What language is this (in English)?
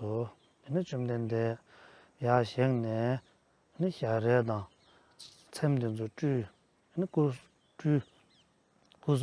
Tibetan